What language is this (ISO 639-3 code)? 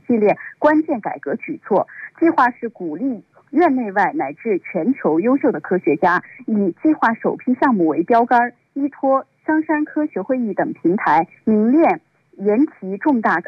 zho